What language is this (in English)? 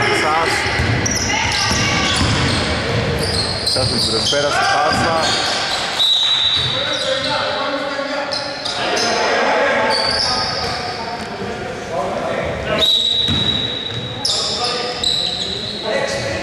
Greek